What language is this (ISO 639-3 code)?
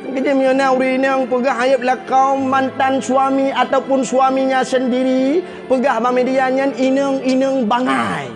ace